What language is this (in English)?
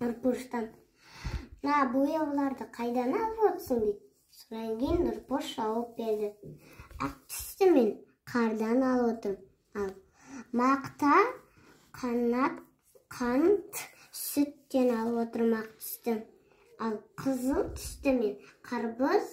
Kazakh